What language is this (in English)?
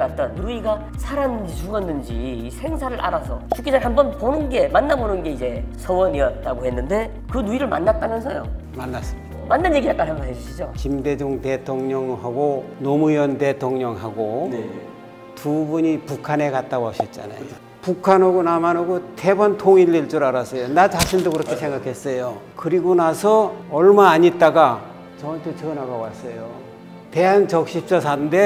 Korean